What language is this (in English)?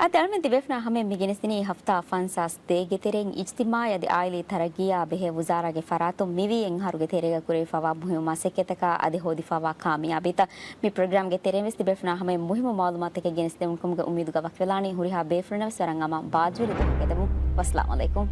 Divehi